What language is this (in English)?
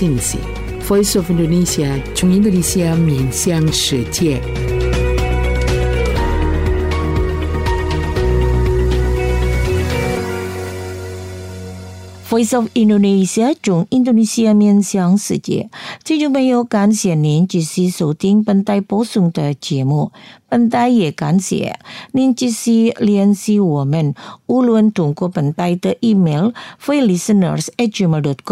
Chinese